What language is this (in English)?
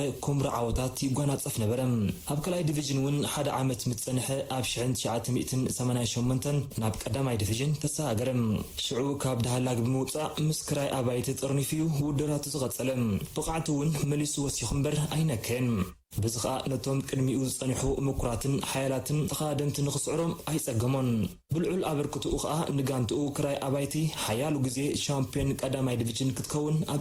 Tigrinya